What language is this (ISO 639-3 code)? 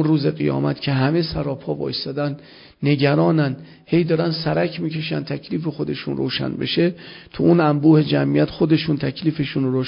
fas